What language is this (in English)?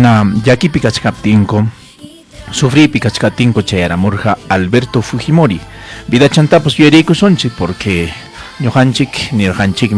Ayacucho Quechua